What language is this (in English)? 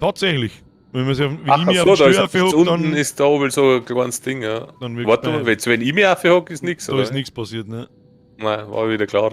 Bavarian